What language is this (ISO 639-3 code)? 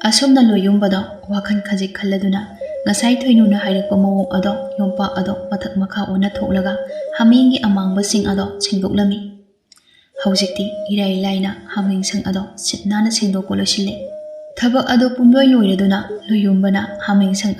mni